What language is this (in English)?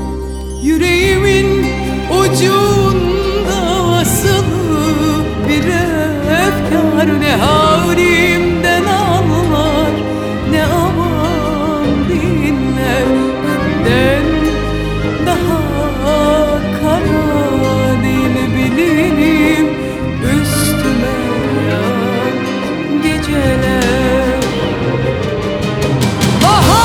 Turkish